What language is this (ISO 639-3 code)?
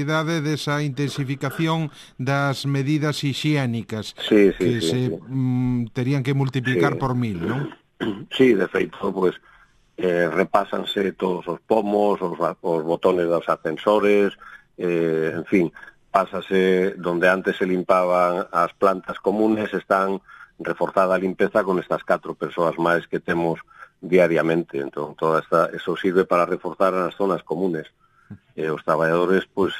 glg